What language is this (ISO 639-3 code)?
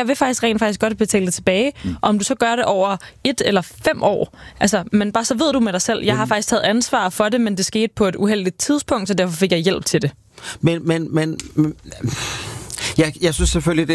dan